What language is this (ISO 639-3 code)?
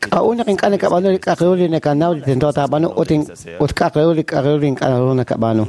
kek